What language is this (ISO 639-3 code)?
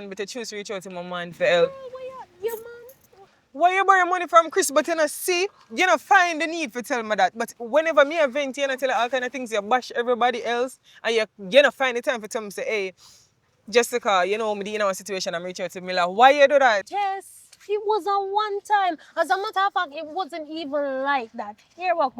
jam